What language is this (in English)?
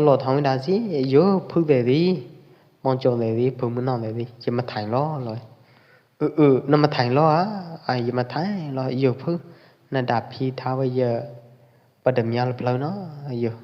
Pwo Eastern Karen